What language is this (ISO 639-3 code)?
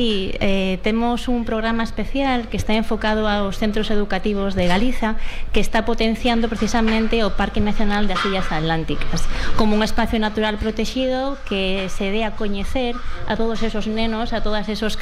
glg